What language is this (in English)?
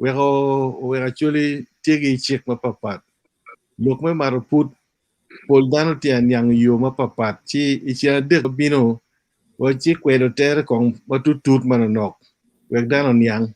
Acoli